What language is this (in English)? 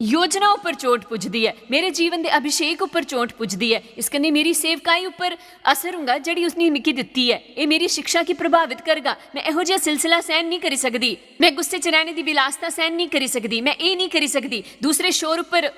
Dogri